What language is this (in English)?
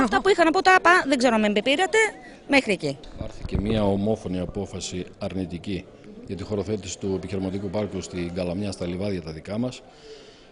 Greek